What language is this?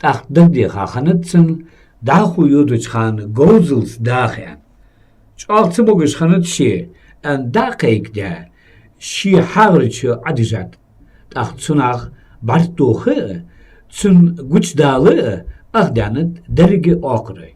Ingush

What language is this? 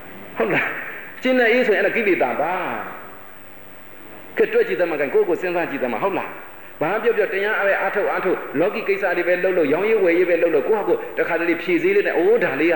Burmese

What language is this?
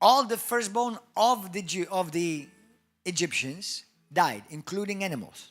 English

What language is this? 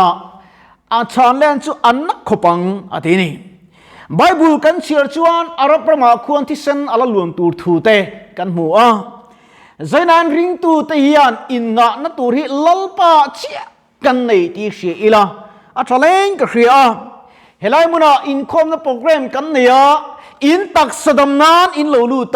Mizo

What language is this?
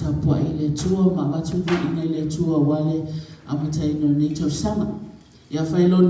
Samoan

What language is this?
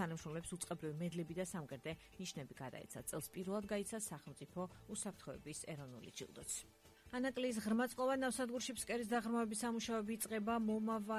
Georgian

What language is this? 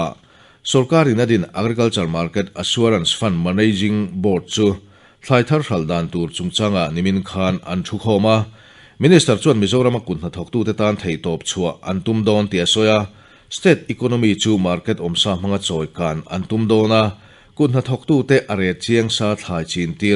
Mizo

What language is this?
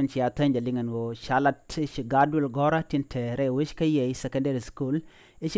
Nuer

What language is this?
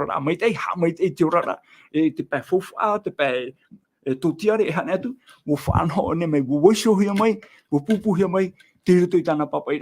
Tahitian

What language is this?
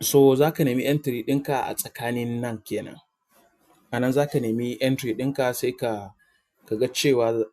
Hausa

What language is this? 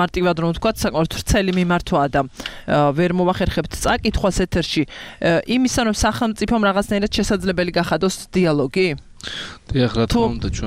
Georgian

